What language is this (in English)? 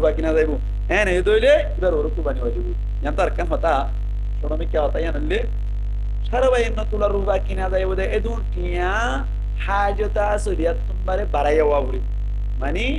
Rohingya